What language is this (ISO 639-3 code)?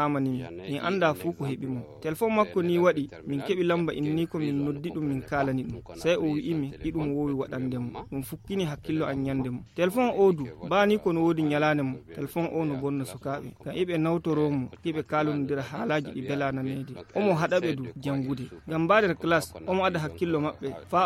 ful